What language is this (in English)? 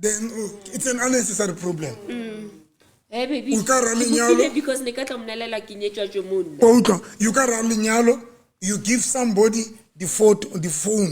Southern Sotho